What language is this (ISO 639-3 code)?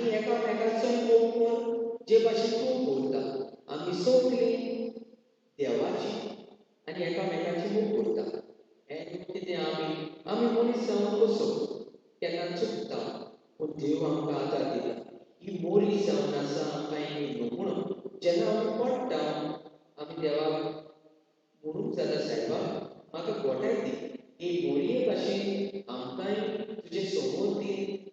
kok